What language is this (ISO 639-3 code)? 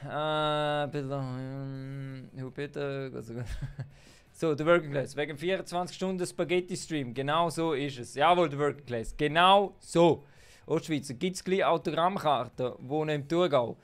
gsw